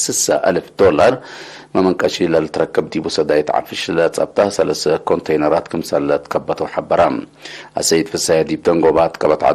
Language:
Tigre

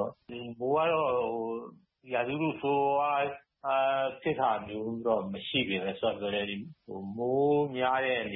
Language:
Burmese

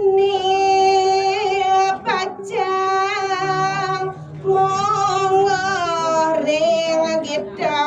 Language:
Balinese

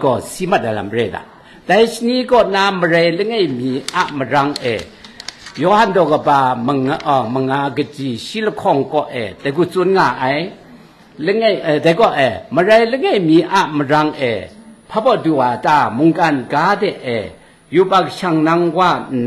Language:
Kachin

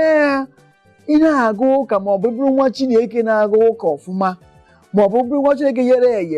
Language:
Igbo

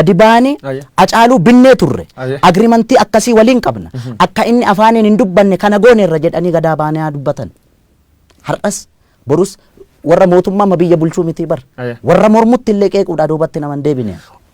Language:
Oromo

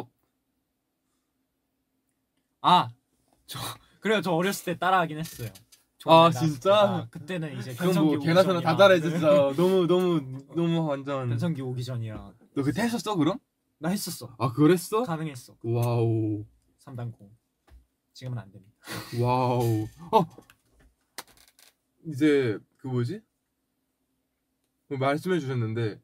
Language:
Korean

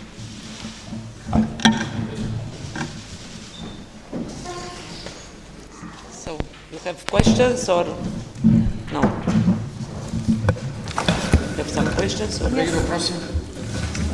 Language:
Bulgarian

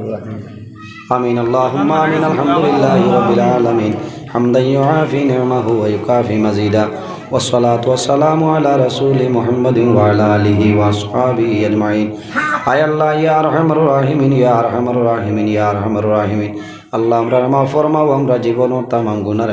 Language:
Sylheti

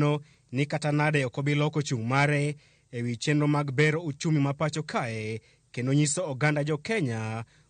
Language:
Luo (Kenya and Tanzania)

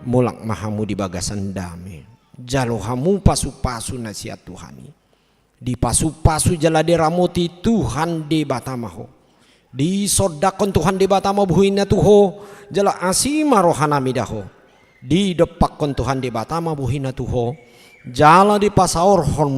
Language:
Batak Toba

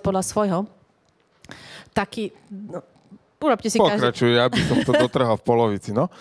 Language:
Slovak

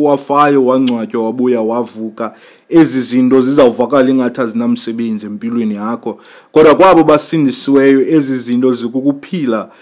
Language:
Xhosa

